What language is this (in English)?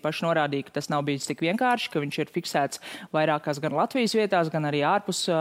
Latvian